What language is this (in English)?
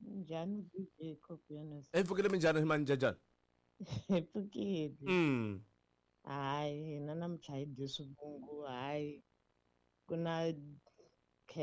Tsonga